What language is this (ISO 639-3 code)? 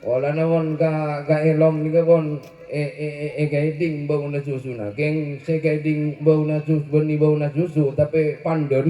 mad